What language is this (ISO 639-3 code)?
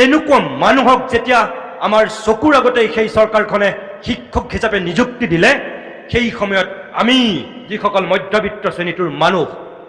asm